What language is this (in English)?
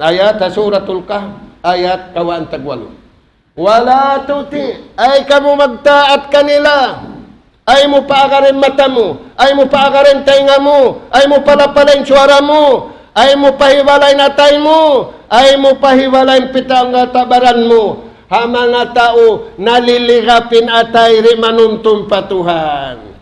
Tausug